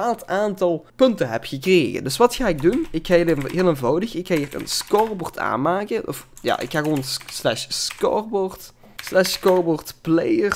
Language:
Dutch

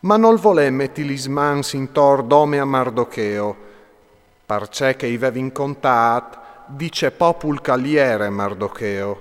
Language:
Friulian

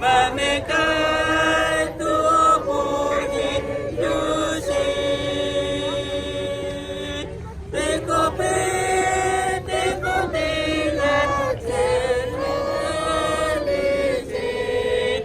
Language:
Lahu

